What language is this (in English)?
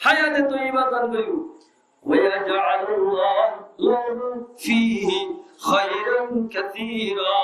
Rohingya